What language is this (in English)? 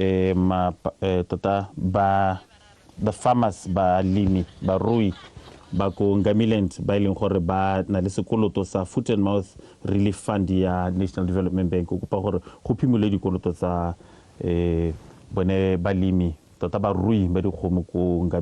Tswana